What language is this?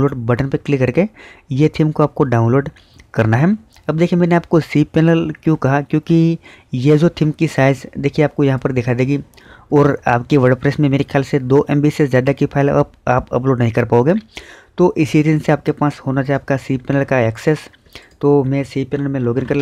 Hindi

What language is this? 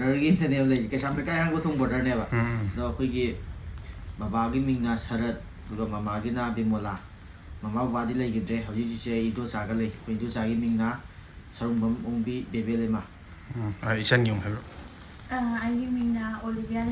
Manipuri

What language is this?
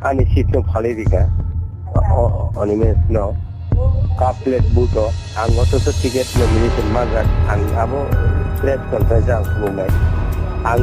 Kok Borok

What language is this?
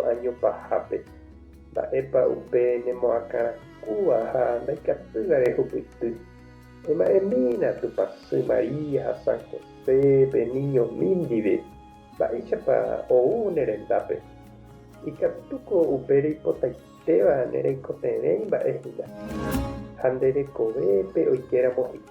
Guarani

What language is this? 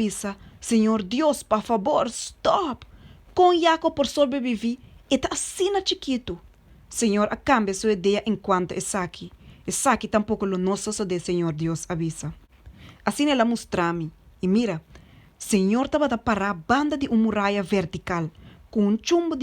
Papiamento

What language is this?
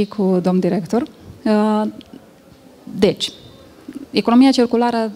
Romanian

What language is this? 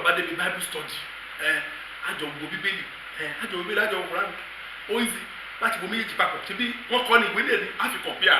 Yoruba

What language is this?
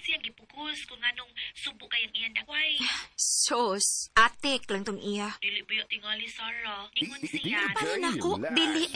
Cebuano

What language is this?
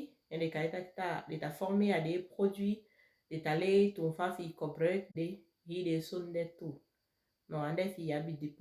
Saramaccan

